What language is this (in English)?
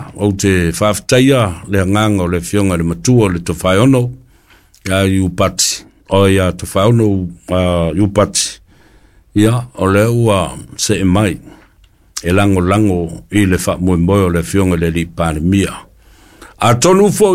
Samoan